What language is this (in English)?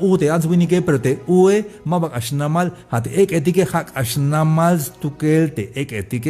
Tzeltal